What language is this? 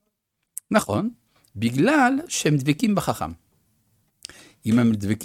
Hebrew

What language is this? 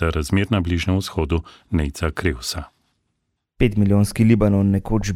Slovenian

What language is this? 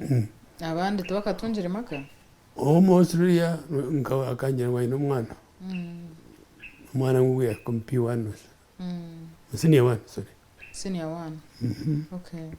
Nyankole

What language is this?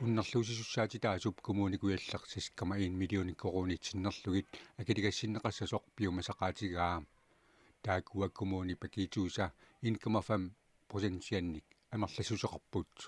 Kalaallisut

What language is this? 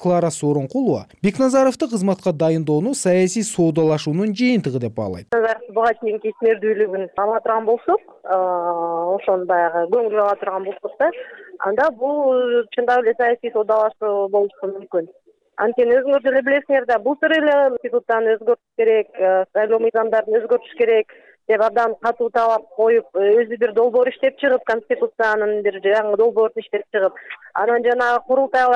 Kyrgyz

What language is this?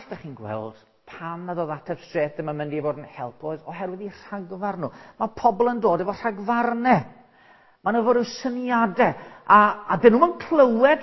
Welsh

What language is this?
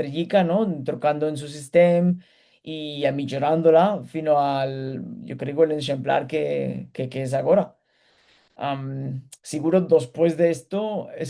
Ladino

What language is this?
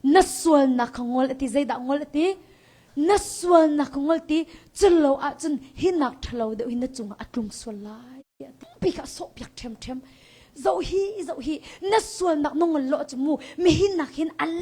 Hakha Chin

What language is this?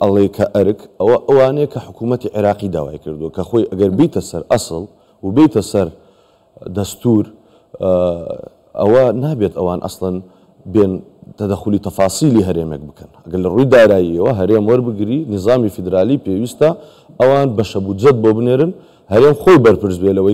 Central Kurdish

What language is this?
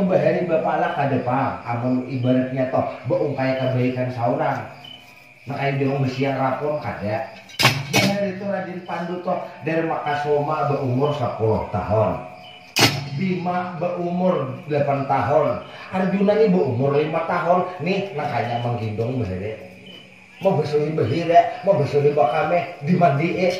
Banjar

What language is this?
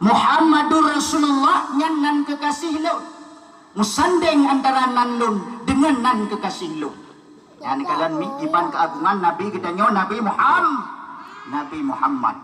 Achinese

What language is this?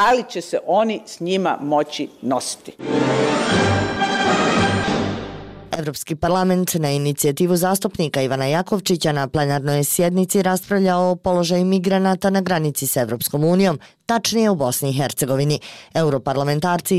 Bosnian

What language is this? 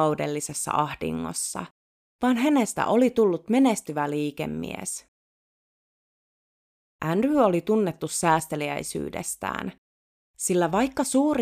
Finnish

